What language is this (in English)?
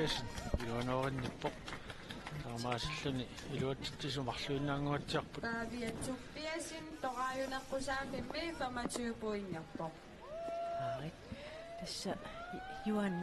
Kalaallisut